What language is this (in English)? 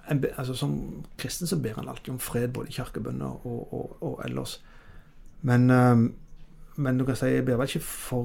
Norwegian